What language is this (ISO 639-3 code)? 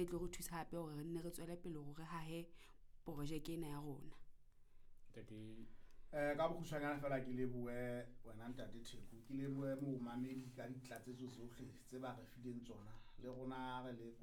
sot